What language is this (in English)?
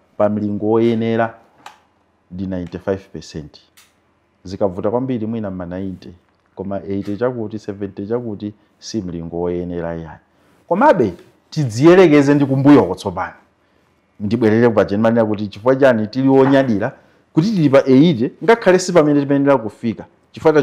Nyanja